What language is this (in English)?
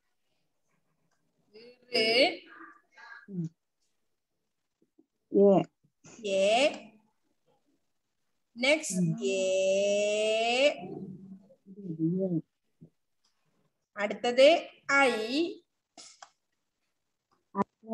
Malayalam